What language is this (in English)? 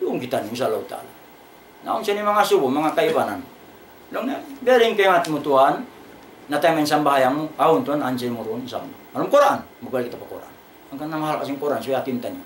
Tausug